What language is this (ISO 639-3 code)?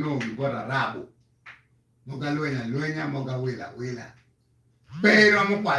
ach